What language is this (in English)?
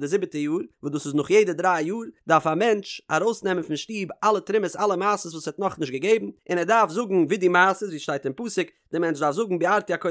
Yiddish